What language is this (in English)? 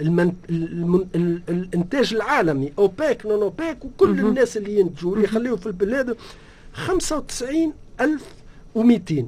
Tunisian Arabic